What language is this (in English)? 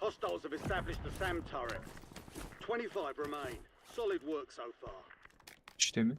Kara-Kalpak